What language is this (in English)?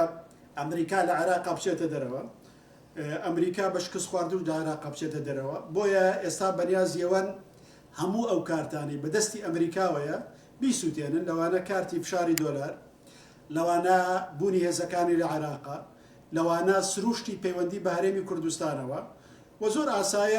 Central Kurdish